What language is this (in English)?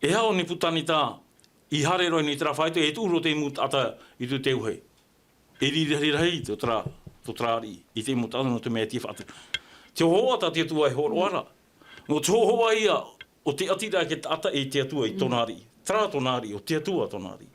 Tahitian